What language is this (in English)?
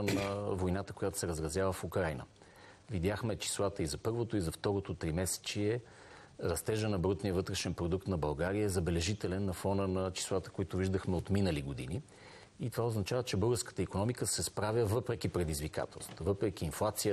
Bulgarian